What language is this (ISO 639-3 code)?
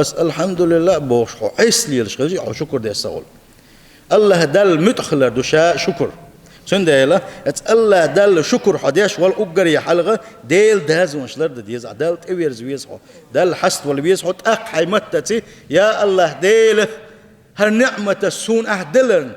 che